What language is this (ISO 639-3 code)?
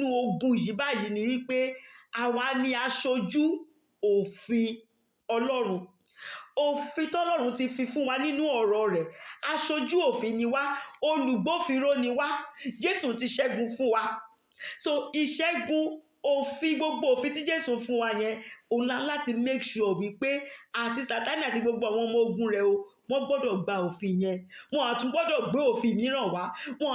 yor